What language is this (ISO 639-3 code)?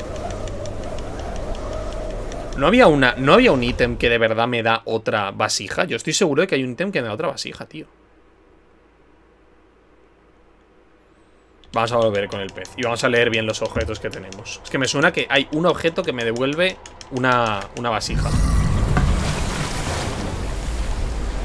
spa